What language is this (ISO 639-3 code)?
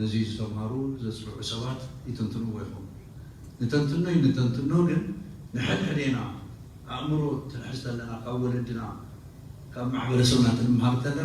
tir